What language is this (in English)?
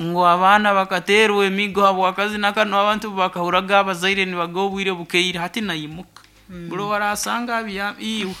Nyoro